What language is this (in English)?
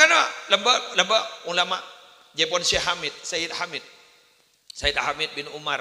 Madurese